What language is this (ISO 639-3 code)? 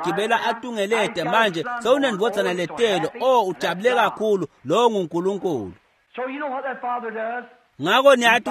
ssw